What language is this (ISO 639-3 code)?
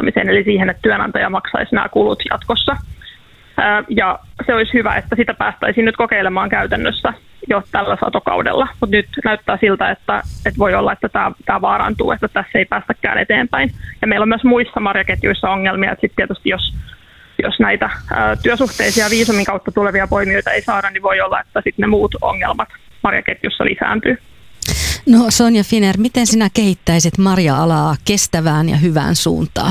fin